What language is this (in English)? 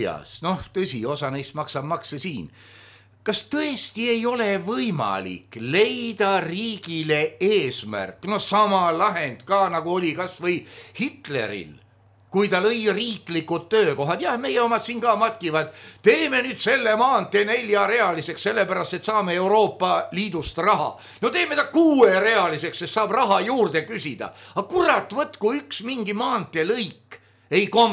Estonian